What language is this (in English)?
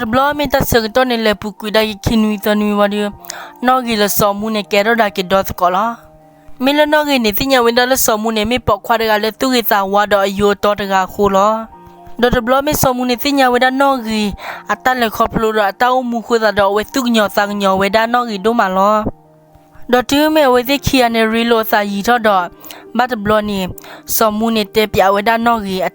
S'gaw Karen